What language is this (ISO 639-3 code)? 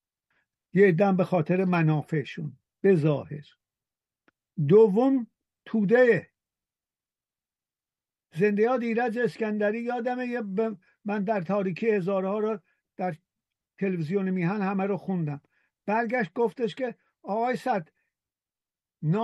fas